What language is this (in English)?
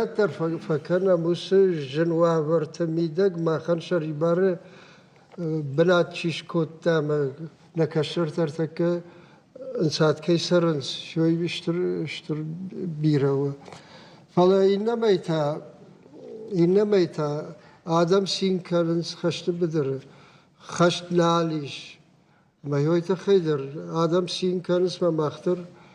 Ossetic